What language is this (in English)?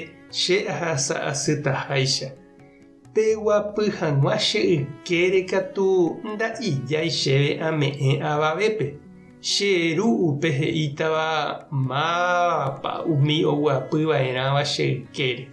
Guarani